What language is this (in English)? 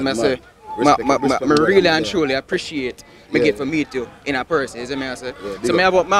Jamaican Creole English